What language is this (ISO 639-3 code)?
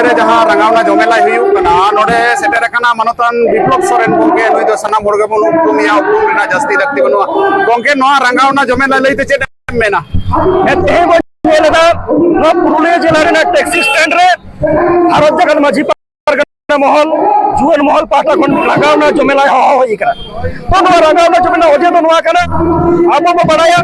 sat